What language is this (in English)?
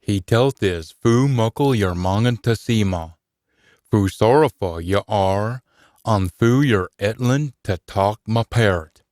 Scots